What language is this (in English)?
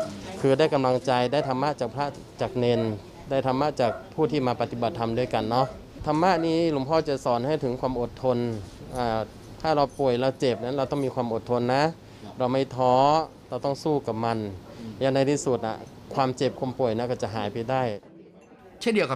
Thai